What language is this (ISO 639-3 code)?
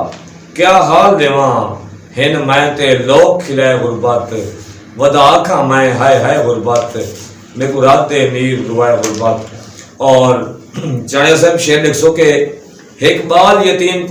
skr